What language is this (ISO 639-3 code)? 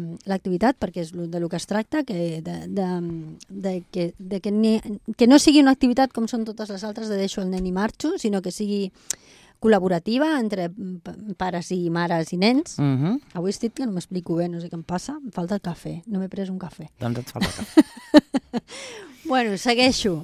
cat